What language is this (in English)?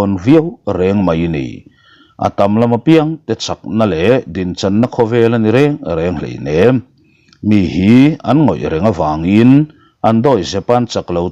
Mizo